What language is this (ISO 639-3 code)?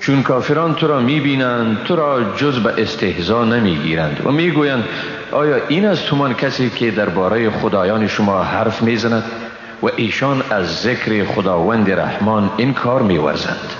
fas